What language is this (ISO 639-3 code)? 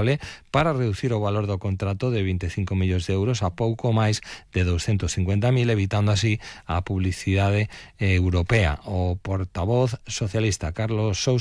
glg